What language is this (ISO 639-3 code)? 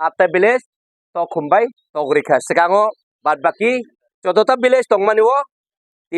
trp